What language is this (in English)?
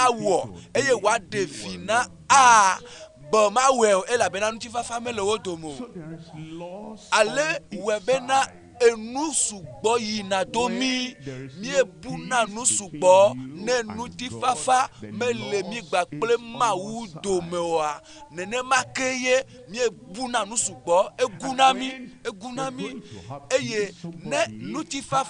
Ewe